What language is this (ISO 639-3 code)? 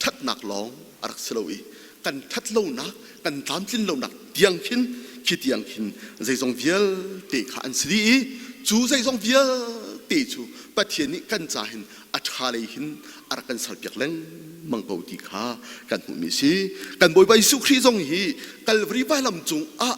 cnh